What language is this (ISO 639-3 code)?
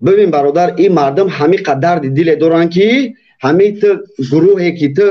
tgk